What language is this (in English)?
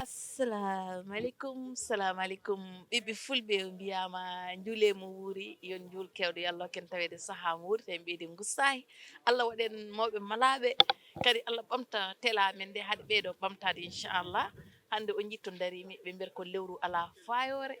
Fula